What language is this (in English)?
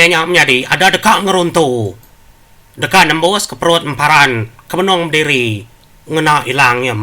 Iban